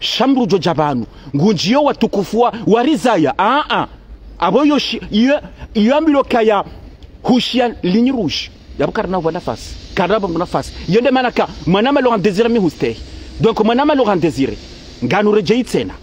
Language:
Ngazidja Comorian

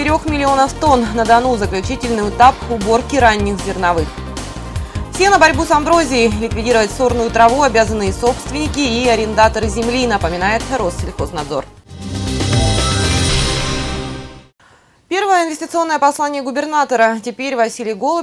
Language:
Russian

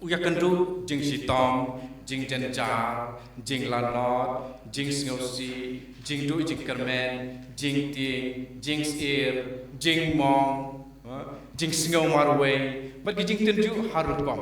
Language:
Khasi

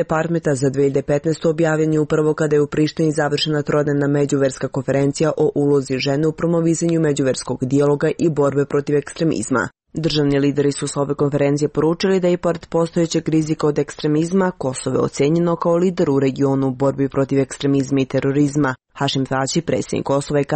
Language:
Serbian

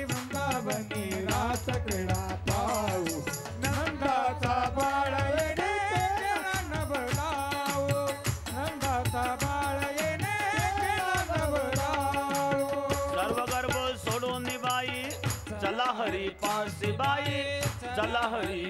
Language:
Marathi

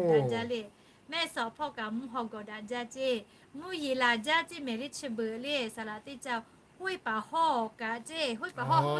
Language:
Lahu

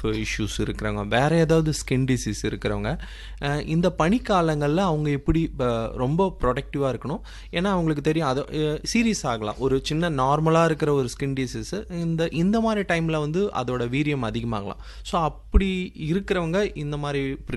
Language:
Tamil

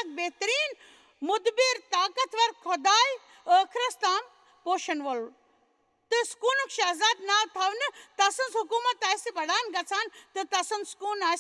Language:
Kashmiri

